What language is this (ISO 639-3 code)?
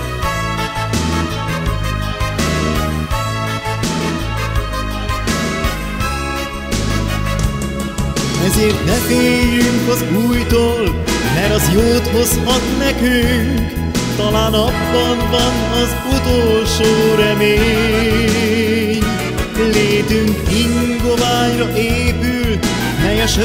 hun